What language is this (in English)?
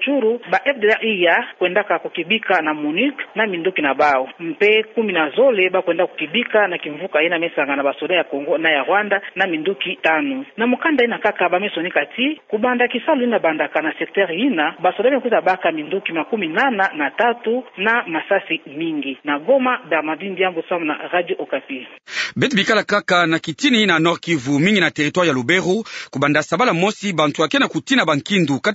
Kituba (Democratic Republic of Congo)